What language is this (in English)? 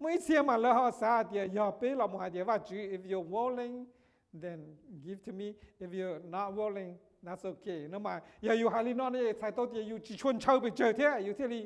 Hmong